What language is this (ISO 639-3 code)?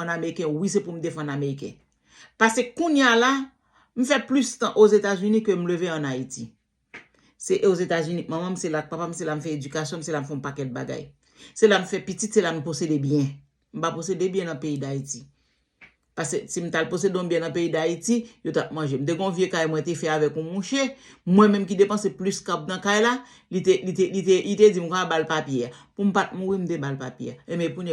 hat